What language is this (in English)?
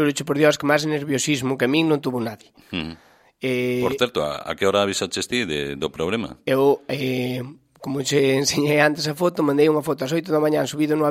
Galician